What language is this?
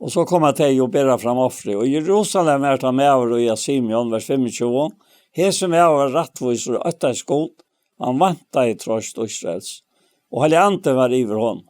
Faroese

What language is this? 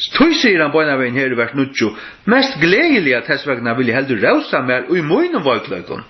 Faroese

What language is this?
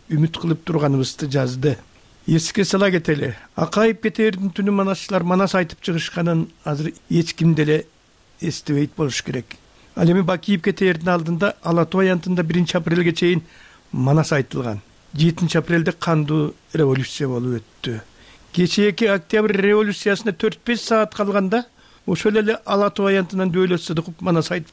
Kyrgyz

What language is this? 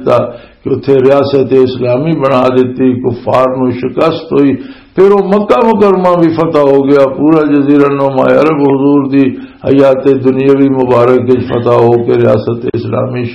Western Panjabi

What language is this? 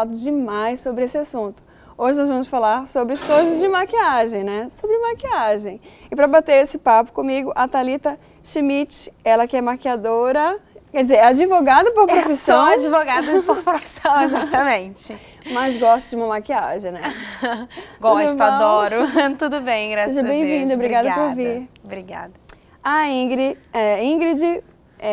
Portuguese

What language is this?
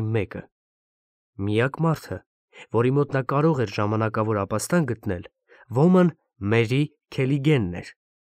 Armenian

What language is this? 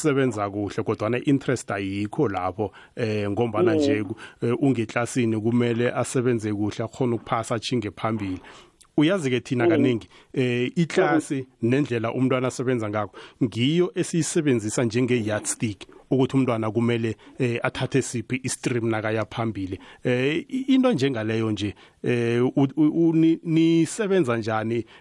South Ndebele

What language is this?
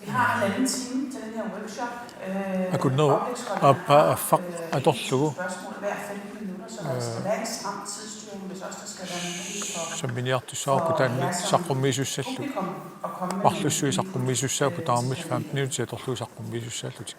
Kalaallisut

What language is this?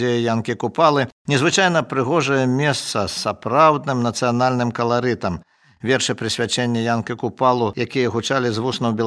Belarusian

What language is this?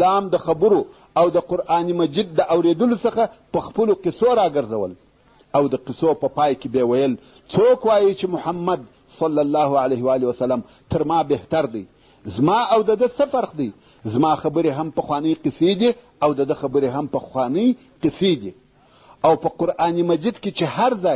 Pashto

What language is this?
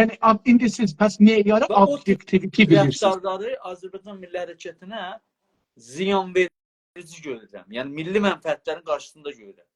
South Azerbaijani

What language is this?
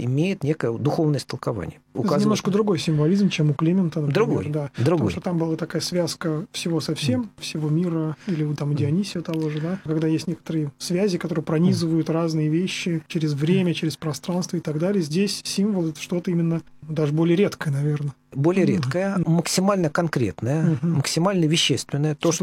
Russian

